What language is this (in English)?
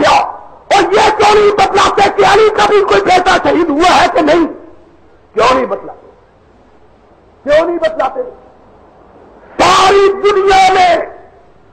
Urdu